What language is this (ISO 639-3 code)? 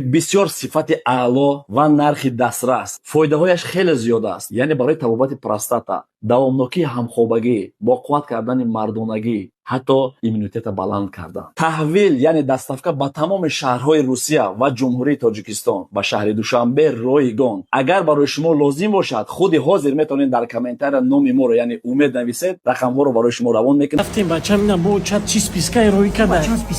tgk